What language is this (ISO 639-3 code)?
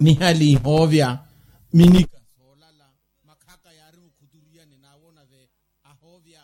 vmw